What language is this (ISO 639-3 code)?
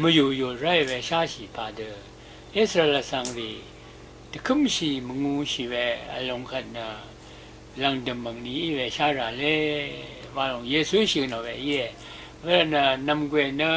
raw